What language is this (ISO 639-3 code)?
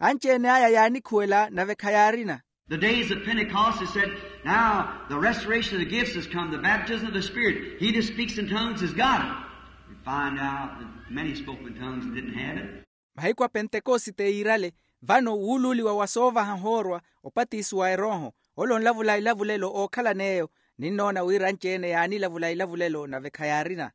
vmw